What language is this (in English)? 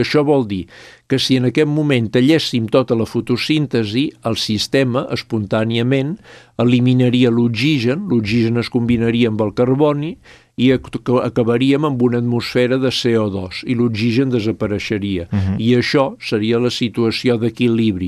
Catalan